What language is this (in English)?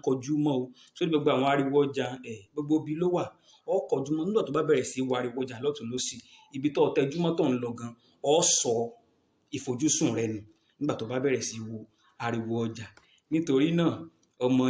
Yoruba